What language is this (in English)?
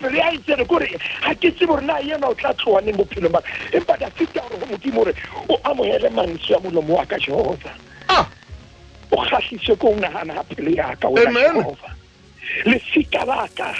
Southern Sotho